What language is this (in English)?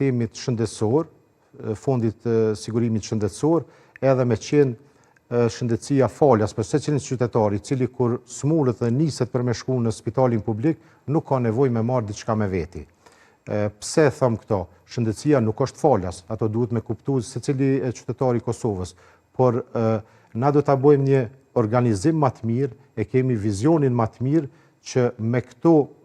Albanian